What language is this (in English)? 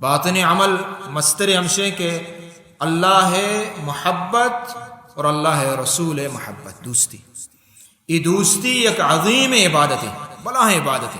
Baluchi